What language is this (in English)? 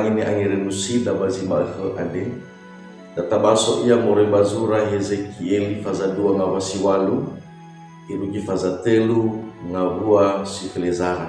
Nias